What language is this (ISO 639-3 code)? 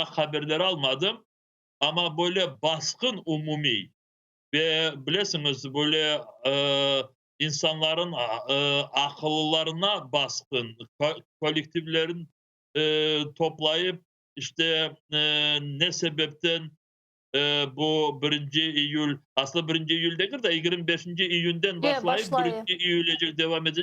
crh